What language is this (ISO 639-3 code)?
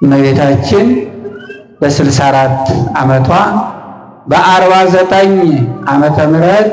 amh